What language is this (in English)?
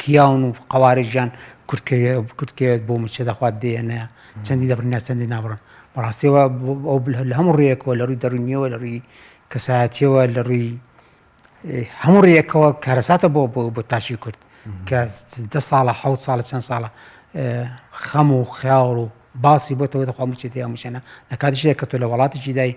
Central Kurdish